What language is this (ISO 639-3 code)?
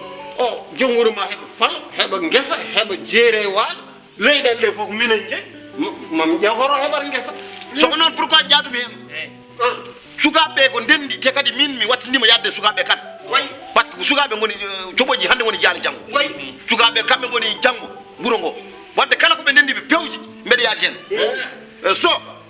ful